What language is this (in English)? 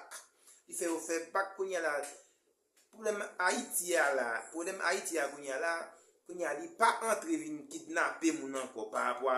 Haitian Creole